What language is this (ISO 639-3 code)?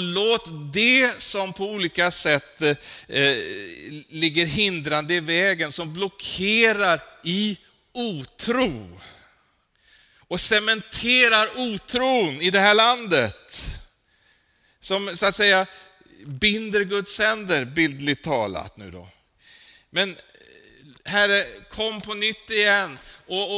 swe